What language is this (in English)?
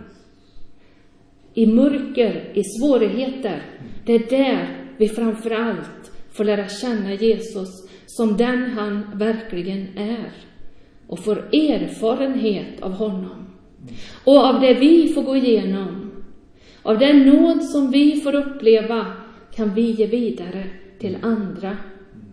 Swedish